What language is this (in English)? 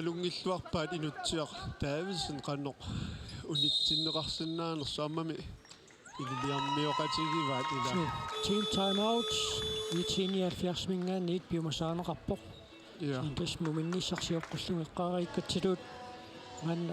Kalaallisut